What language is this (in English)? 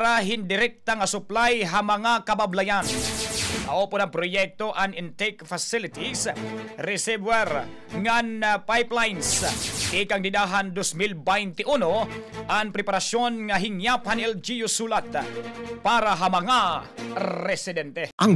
Waray